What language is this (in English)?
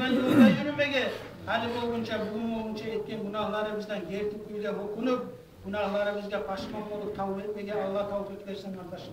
Kumyk